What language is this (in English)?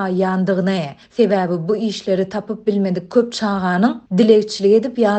Turkmen